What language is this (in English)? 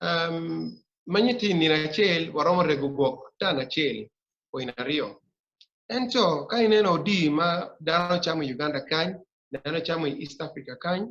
Acoli